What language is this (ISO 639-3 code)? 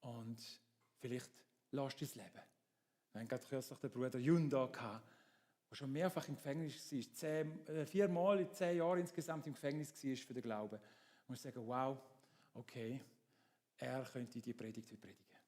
gsw